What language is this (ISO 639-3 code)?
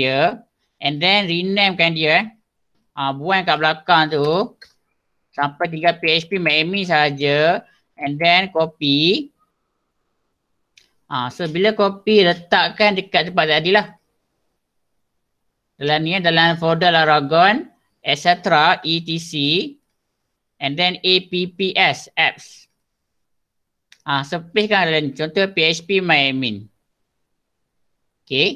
msa